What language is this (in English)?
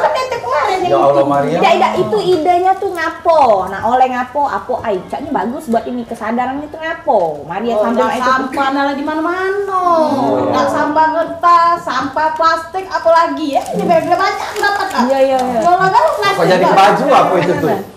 Musi